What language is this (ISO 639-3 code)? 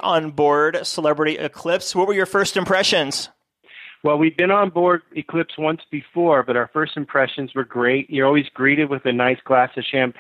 eng